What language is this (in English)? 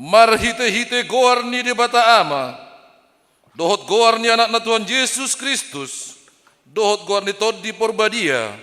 Batak Toba